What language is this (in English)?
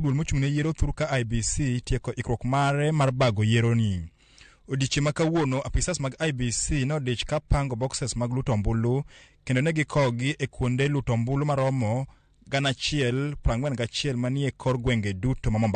Luo (Kenya and Tanzania)